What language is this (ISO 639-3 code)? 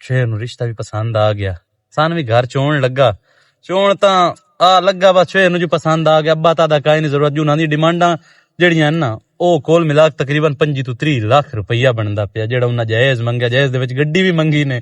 lah